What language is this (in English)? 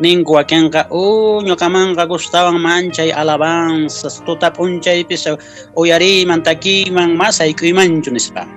Quechua